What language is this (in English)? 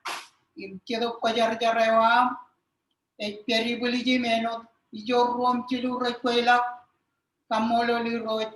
Marshallese